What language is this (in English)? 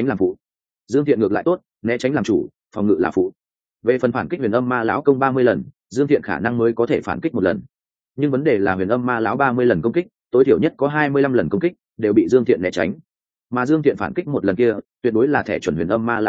Vietnamese